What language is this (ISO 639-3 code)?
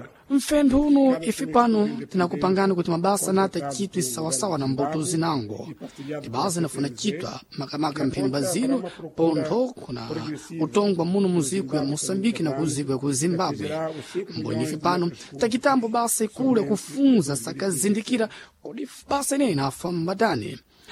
seh